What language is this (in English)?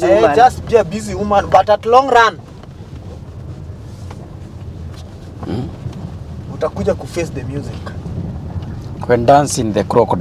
Swahili